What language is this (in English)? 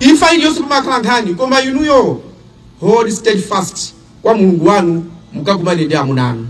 Nyanja